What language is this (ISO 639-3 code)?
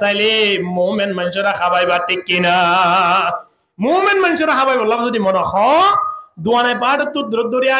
rhg